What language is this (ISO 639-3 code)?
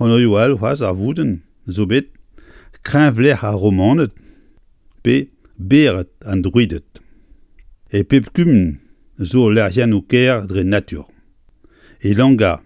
bre